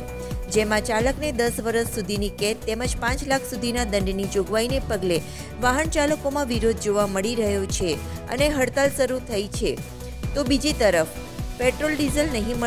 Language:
Gujarati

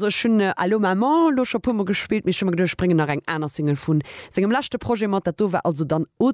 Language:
Luxembourgish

